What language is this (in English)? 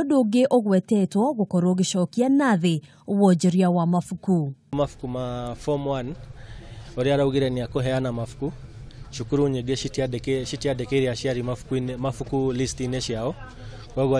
Kikuyu